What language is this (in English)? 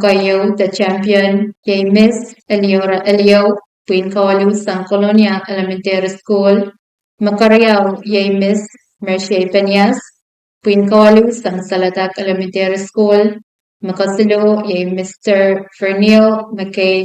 Pohnpeian